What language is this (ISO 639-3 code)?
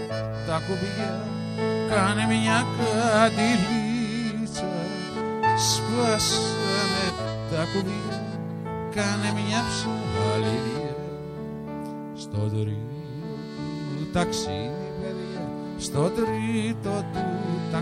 ell